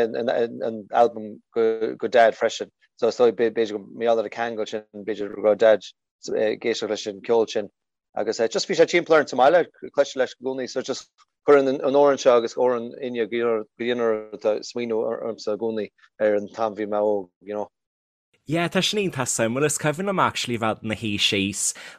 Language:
Irish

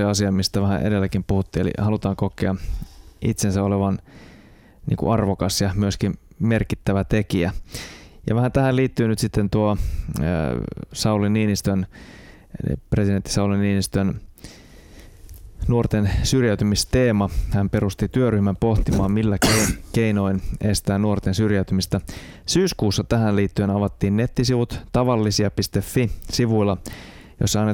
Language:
Finnish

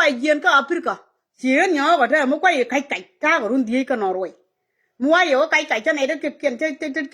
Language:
Nuer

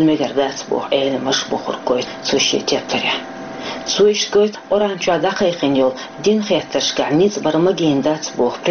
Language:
Chechen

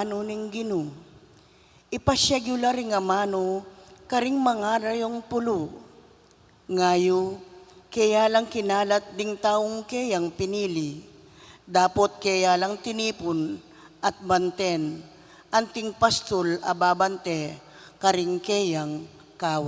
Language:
Pampanga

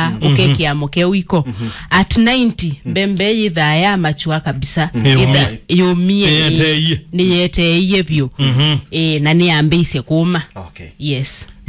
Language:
Kamba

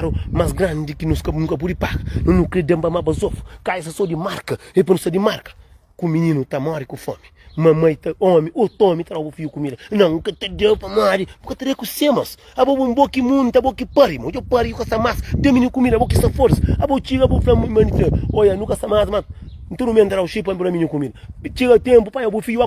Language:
Kabuverdianu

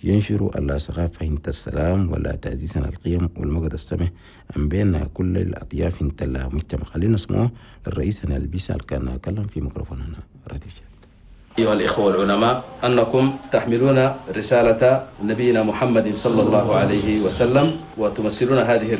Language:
Chadian Arabic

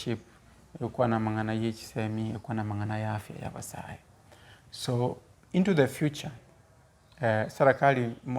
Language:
Gusii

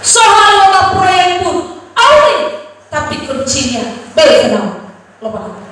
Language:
Nias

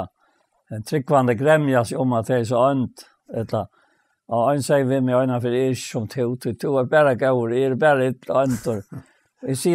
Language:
Faroese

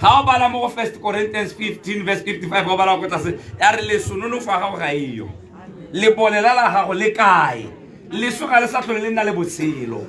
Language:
Tswana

